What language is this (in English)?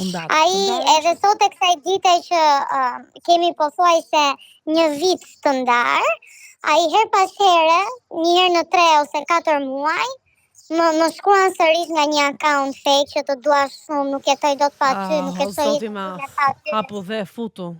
Albanian